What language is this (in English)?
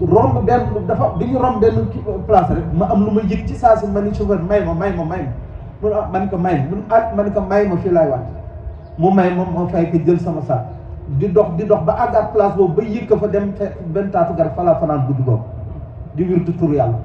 Wolof